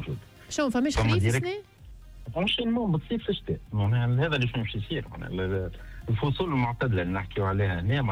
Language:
Tunisian Arabic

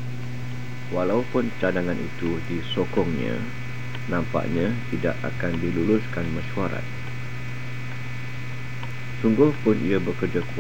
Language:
Malay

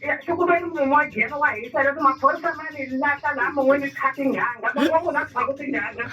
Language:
Tsonga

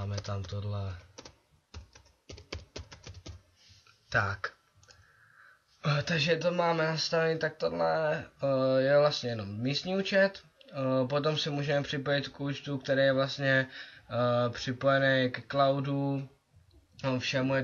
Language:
Czech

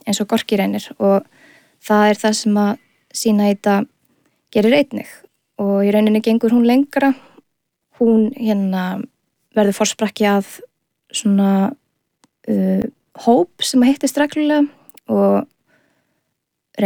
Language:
Icelandic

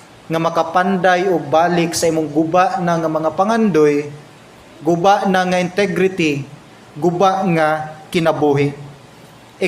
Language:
Cebuano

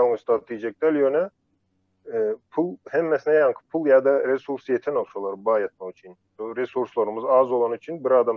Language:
Turkmen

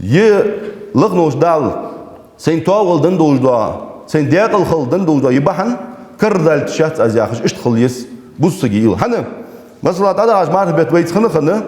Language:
Ingush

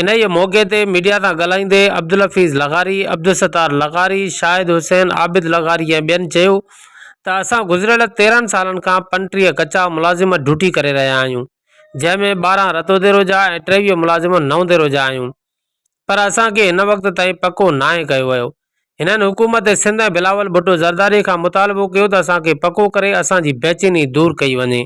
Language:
Sindhi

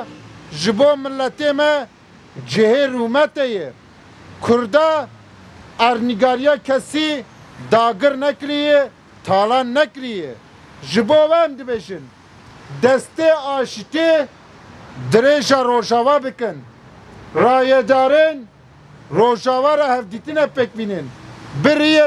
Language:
Kurdish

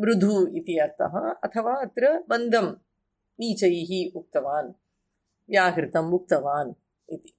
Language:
Sanskrit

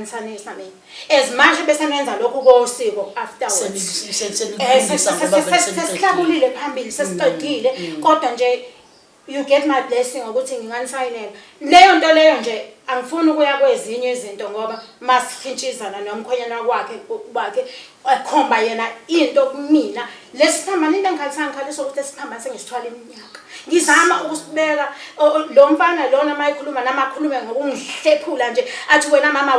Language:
Zulu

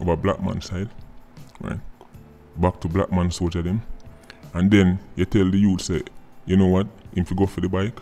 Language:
Jamaican Creole English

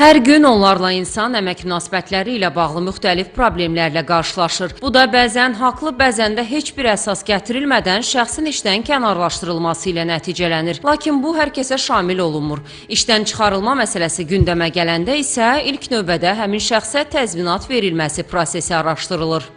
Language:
Azerbaijani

